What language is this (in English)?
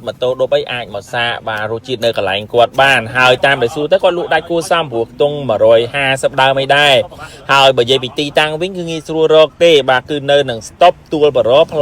Khmer